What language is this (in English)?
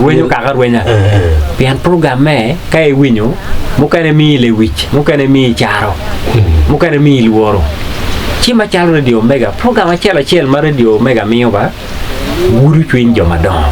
Acoli